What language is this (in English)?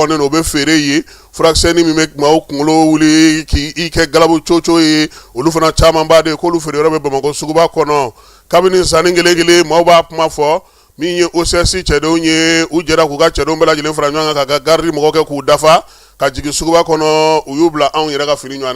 Bambara